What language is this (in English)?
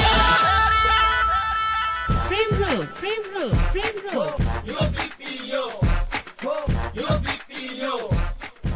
Bangla